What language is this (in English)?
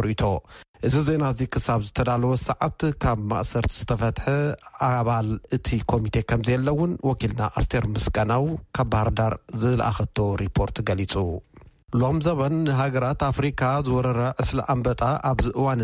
Tigrinya